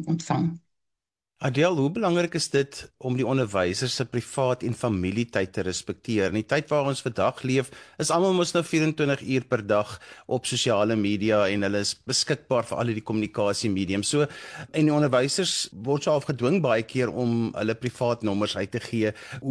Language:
Afrikaans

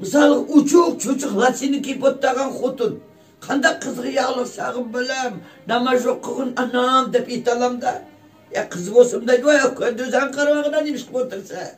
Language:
Uyghur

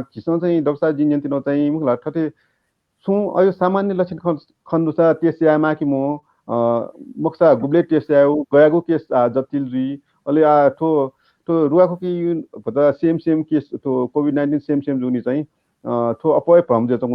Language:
Newari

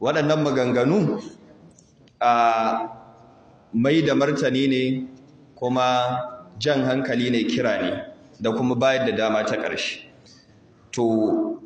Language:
Hausa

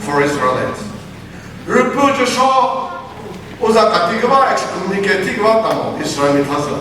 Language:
Chokri Naga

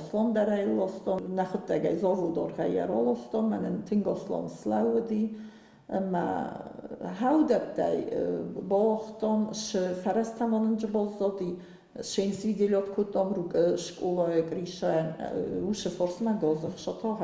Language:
Ossetic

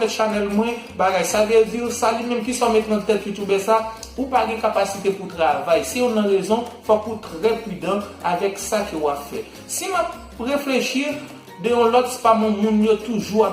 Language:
Haitian Creole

